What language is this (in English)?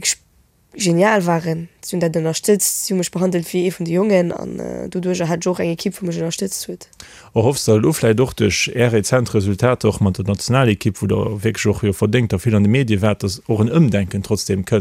Luxembourgish